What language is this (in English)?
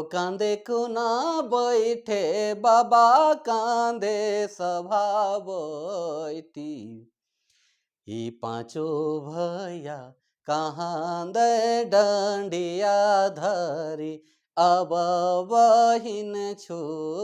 Sadri